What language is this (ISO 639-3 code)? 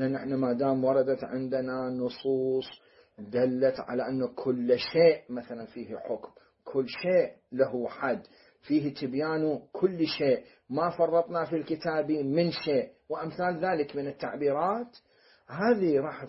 acm